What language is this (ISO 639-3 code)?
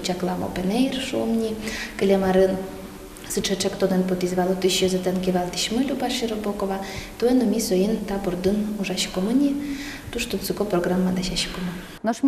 udm